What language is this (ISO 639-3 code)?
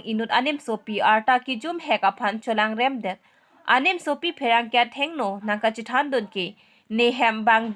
mjw